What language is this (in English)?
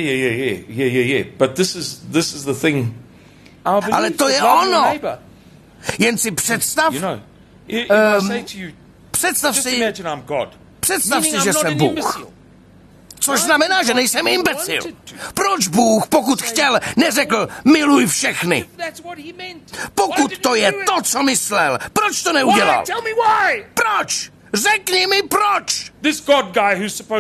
Czech